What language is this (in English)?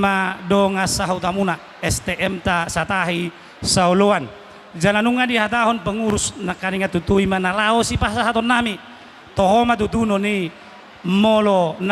Batak Toba